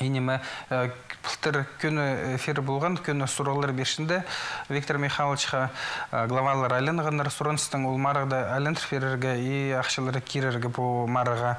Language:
Khakas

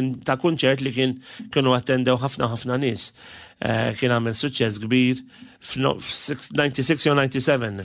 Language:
Maltese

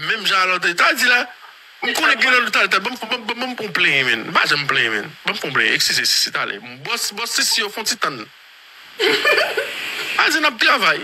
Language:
Haitian Creole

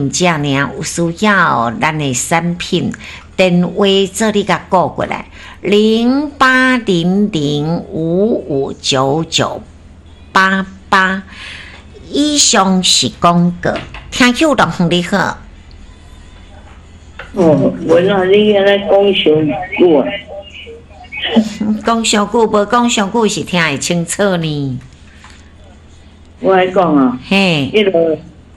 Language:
Min Nan Chinese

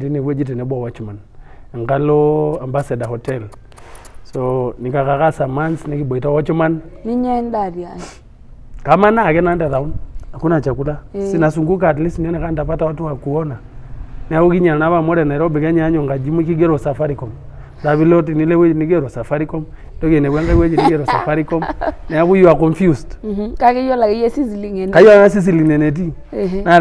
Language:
Masai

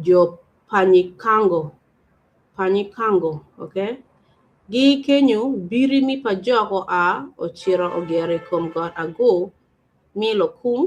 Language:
Acoli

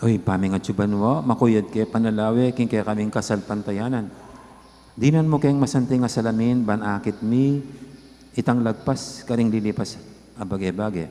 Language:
Pampanga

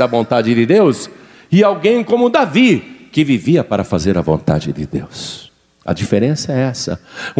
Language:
Portuguese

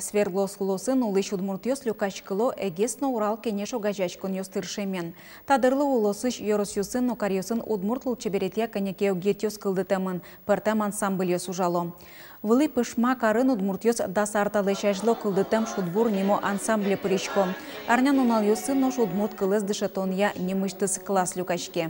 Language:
Udmurt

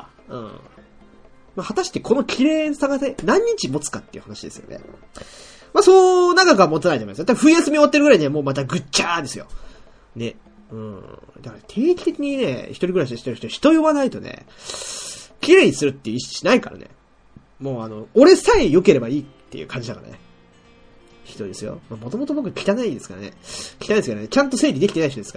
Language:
Japanese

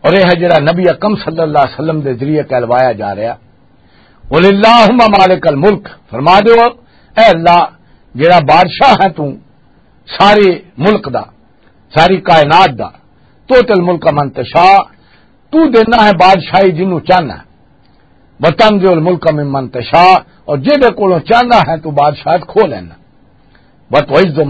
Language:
Western Panjabi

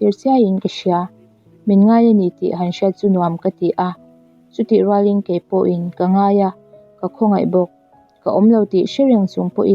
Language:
Mizo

